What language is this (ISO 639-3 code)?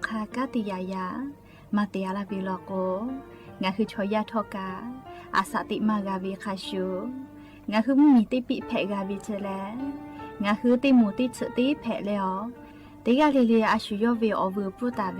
lhu